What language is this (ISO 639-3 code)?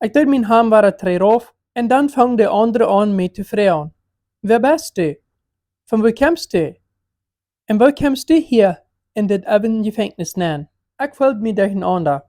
pdt